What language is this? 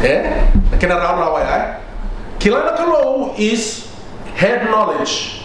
Fijian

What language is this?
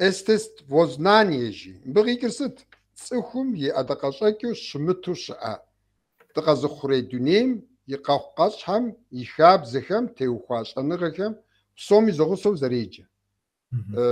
Kabardian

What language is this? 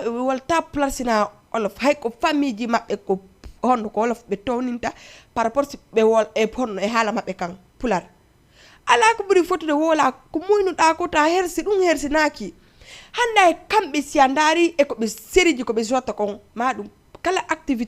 Fula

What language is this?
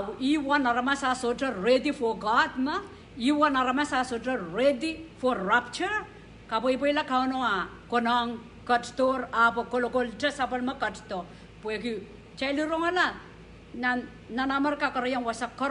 Pohnpeian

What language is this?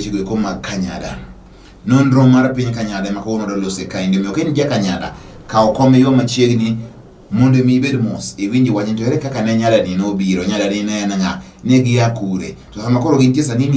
Luo (Kenya and Tanzania)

